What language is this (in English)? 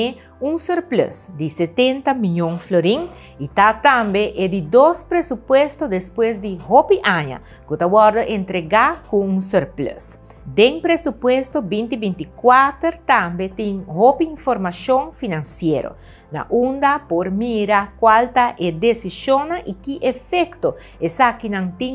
Papiamento